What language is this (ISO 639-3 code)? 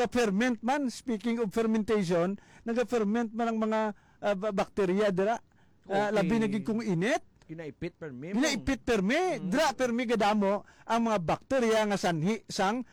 hil